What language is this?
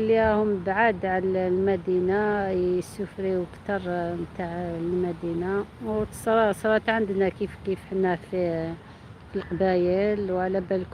Algerian Arabic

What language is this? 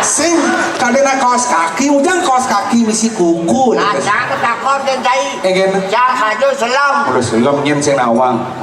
Balinese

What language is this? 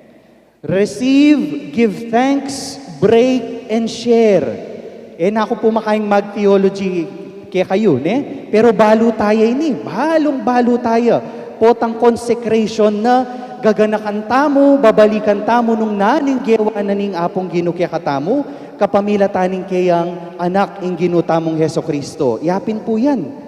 Pampanga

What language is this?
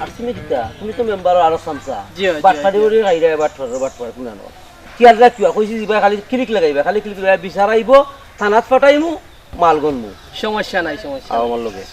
Sylheti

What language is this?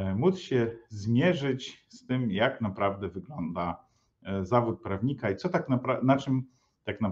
Polish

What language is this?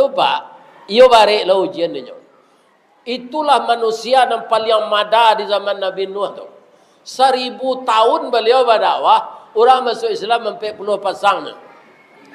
Minangkabau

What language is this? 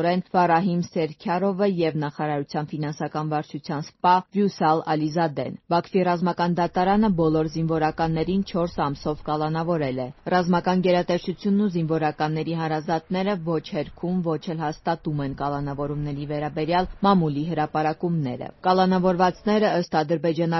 Armenian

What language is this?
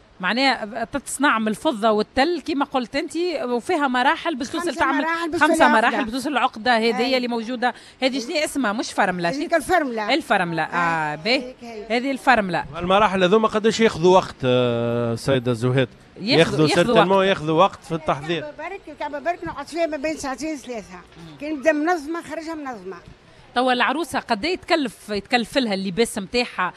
Tunisian Arabic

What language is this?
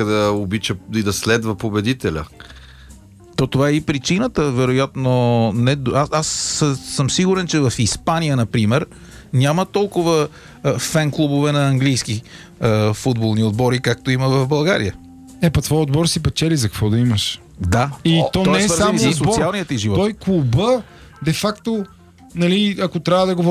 Bulgarian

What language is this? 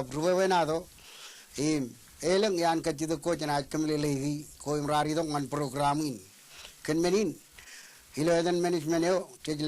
Marshallese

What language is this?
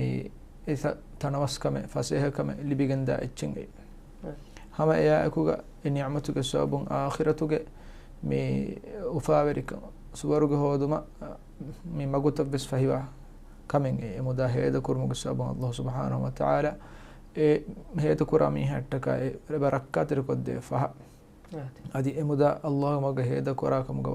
Divehi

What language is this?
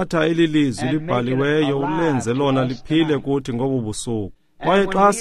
Xhosa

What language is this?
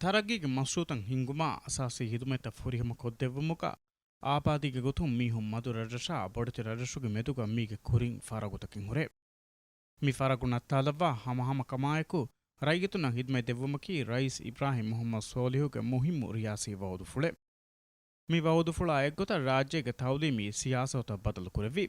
Divehi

